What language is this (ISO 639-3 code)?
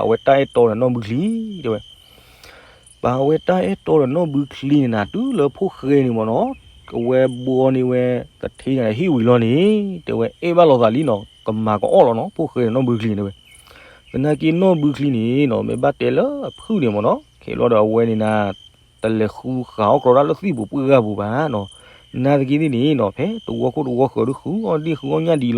ksw